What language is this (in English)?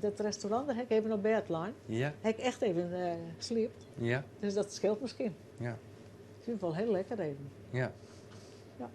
Western Frisian